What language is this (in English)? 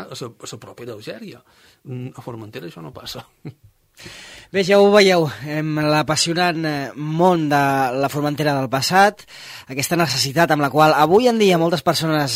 Catalan